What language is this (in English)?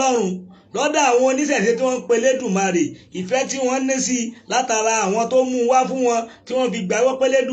Yoruba